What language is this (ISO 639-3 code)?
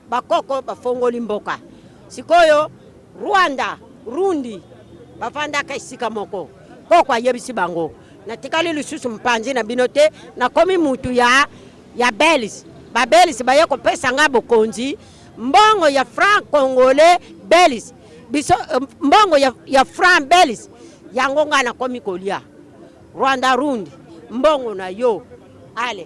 lin